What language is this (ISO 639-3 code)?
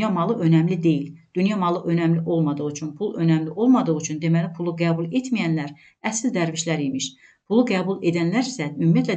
aze